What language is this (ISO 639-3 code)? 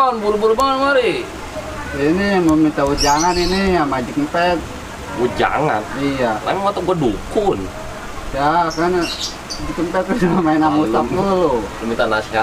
bew